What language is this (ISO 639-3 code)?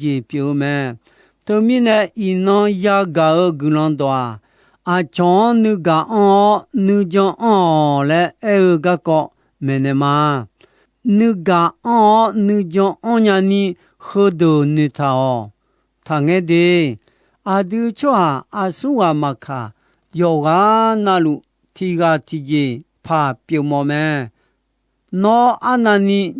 ahk